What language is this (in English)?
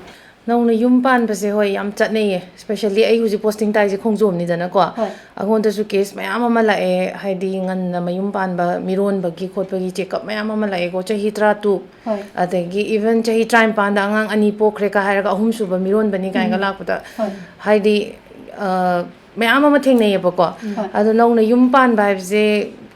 Manipuri